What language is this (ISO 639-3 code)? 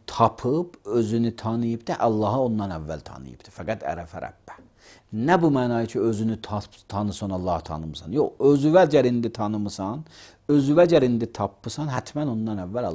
aze